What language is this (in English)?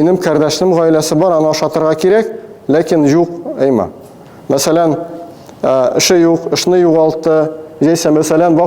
Tatar